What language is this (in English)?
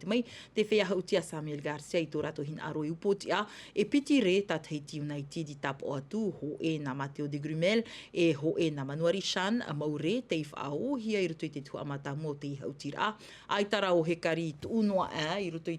Tahitian